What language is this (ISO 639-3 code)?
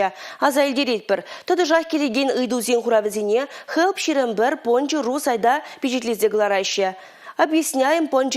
chv